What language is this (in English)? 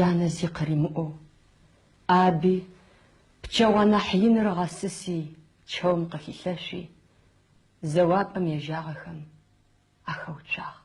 Adyghe